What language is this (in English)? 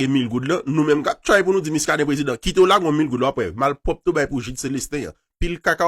Haitian Creole